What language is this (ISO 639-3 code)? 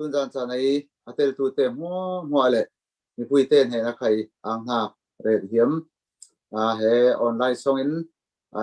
cfm